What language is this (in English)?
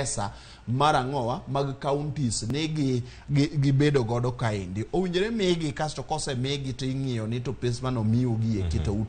Luo (Kenya and Tanzania)